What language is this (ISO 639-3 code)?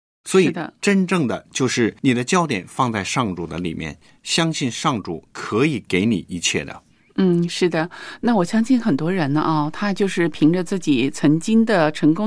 zho